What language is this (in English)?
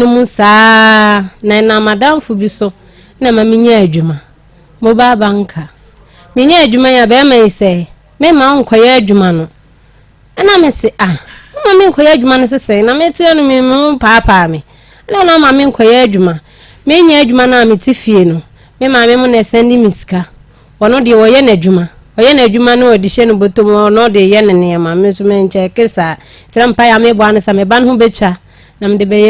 Akan